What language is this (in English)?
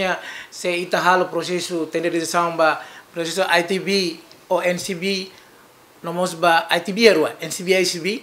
Tetum